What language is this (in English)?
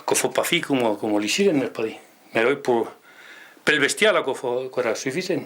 Occitan